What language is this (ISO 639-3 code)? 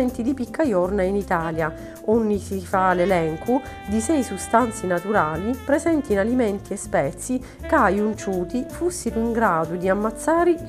scn